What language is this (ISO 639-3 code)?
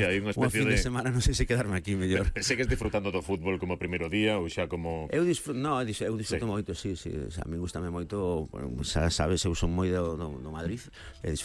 glg